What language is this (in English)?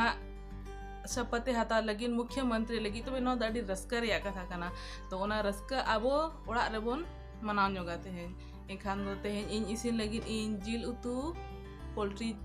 Santali